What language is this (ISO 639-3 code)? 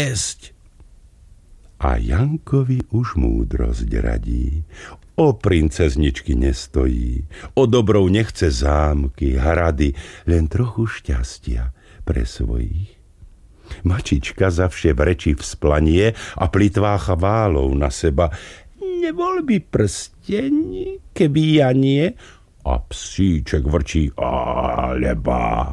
slk